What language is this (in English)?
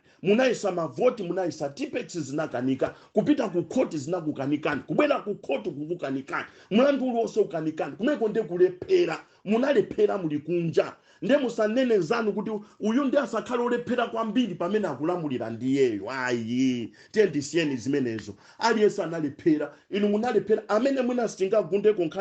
Nyanja